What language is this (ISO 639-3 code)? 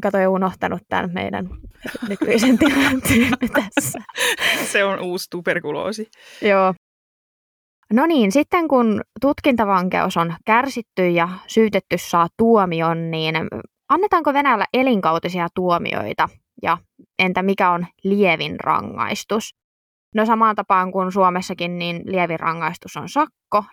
fin